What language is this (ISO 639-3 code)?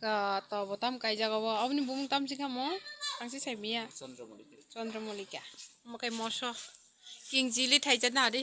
trp